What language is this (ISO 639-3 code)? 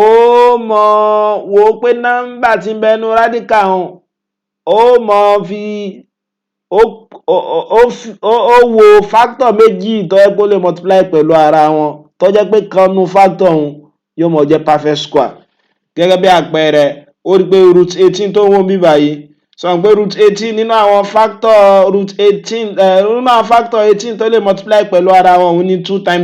yor